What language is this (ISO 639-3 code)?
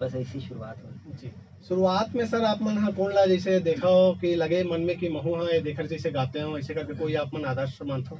hne